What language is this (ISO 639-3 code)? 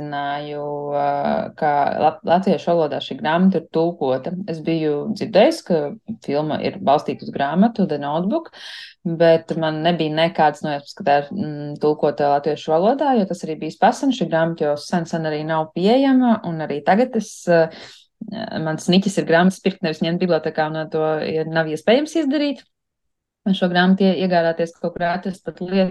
lav